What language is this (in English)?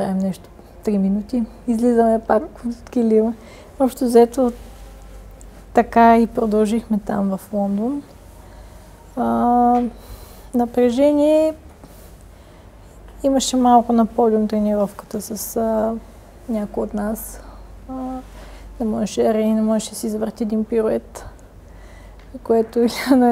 Bulgarian